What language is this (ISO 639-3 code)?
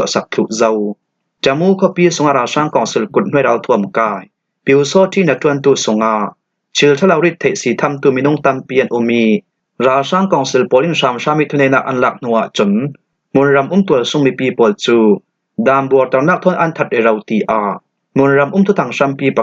cfm